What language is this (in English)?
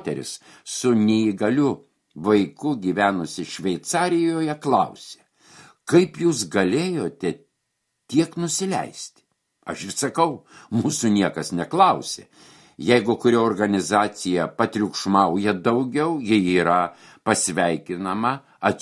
Lithuanian